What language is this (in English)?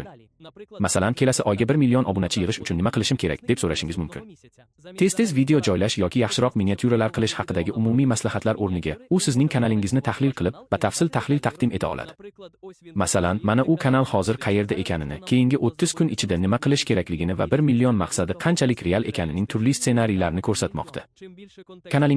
Uzbek